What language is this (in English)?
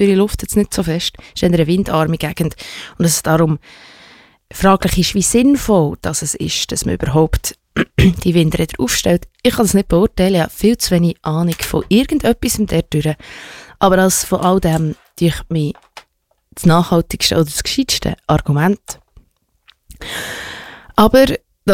German